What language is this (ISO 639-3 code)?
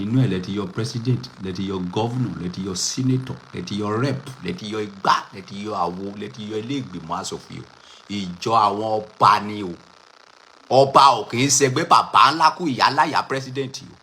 yor